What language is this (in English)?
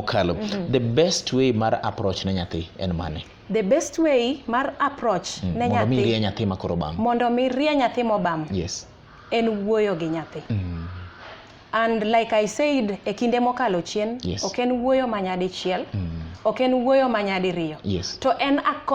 Luo (Kenya and Tanzania)